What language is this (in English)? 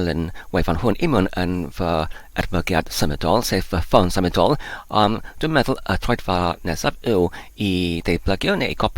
Welsh